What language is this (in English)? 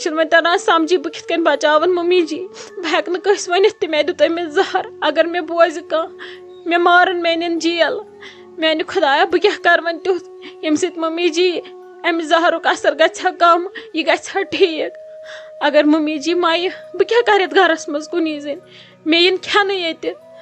Kashmiri